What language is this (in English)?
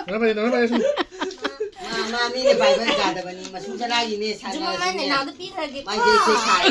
Manipuri